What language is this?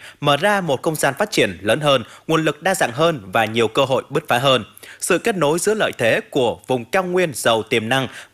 Vietnamese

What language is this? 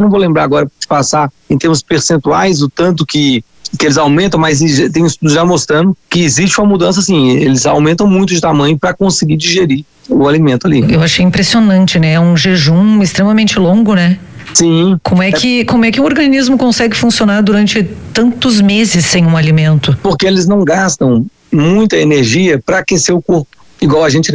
Portuguese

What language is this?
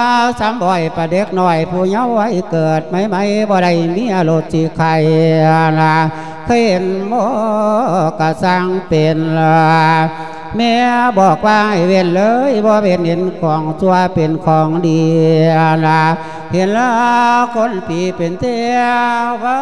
Lao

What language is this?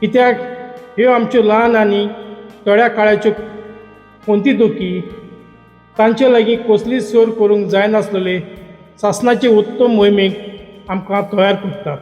Konkani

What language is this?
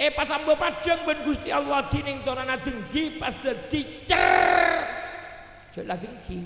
Madurese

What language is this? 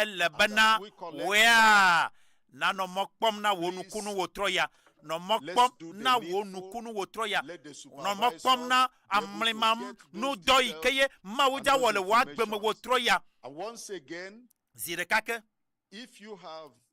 Ewe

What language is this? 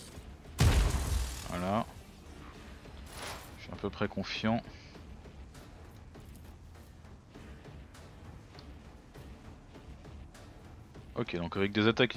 French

